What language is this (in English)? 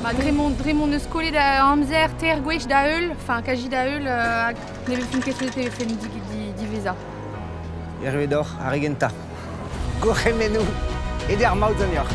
Breton